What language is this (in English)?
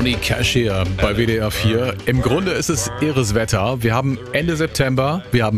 German